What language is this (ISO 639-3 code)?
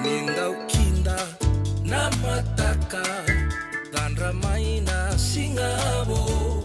fij